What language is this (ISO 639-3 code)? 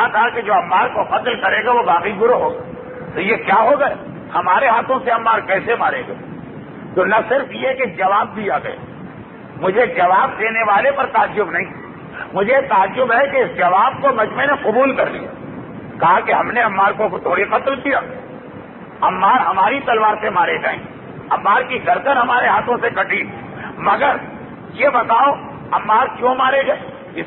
urd